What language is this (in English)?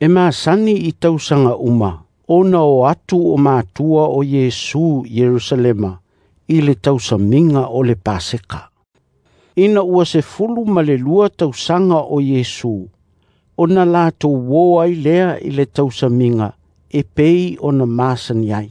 Samoan